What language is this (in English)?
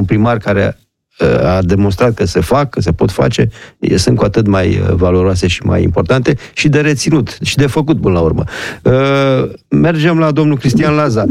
Romanian